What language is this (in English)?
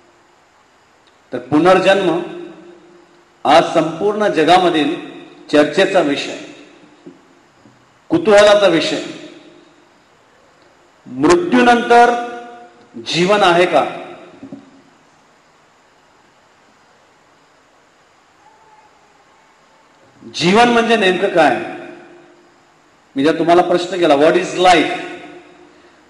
Marathi